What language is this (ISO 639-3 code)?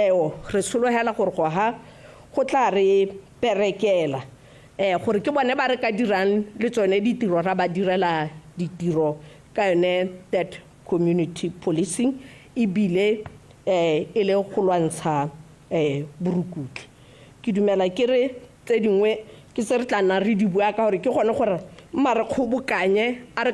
tsn